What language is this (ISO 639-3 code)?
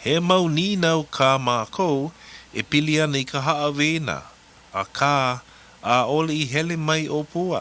haw